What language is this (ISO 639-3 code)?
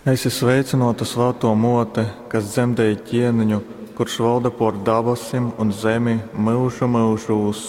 ltg